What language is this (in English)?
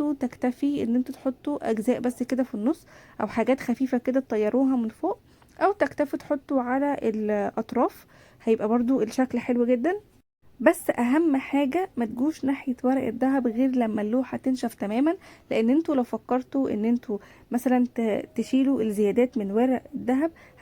Egyptian Arabic